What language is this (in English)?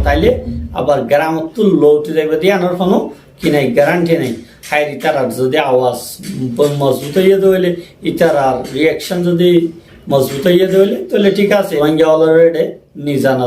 Rohingya